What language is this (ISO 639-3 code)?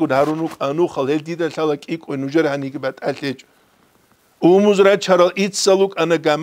ava